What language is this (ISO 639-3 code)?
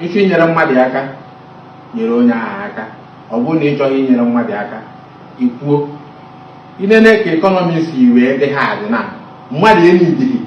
ibo